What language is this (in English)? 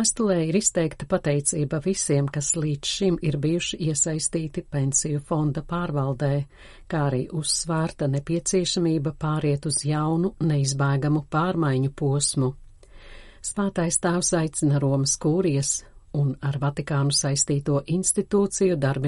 Latvian